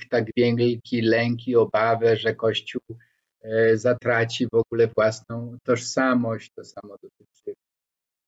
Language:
Polish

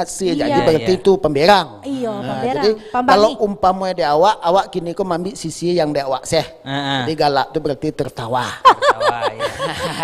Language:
Minangkabau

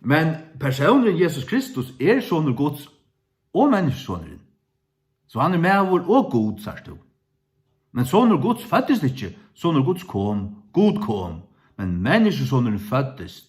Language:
Faroese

